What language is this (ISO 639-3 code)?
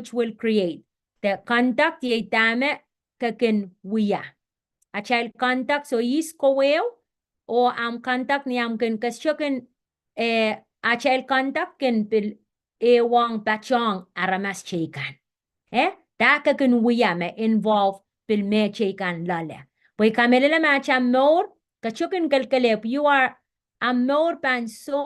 pon